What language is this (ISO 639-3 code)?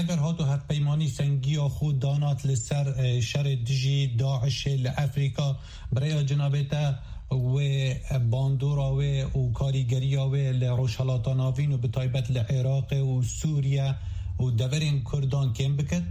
kur